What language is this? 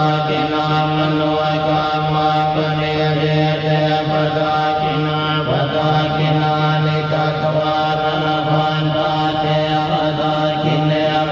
Pali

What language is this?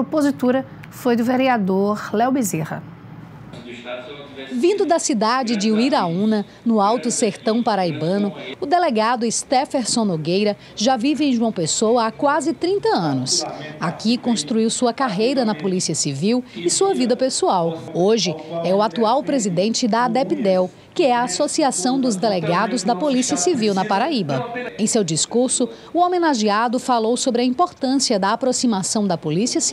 Portuguese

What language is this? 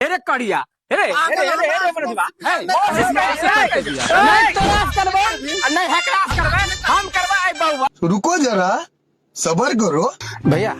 Maithili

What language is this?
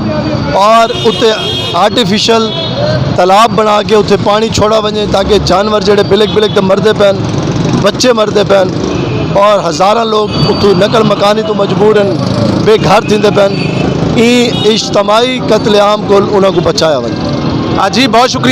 Saraiki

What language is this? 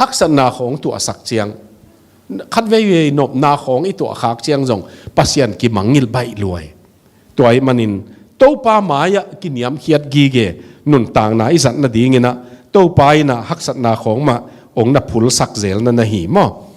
Tedim Chin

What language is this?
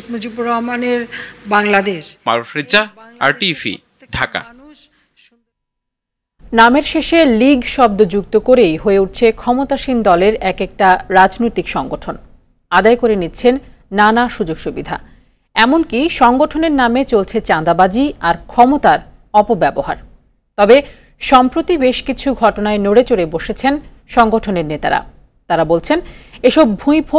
Bangla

